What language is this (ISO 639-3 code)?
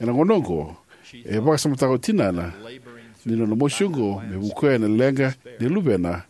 fij